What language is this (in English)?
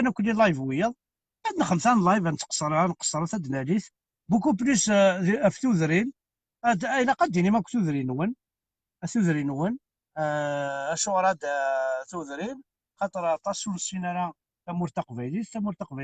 Kabyle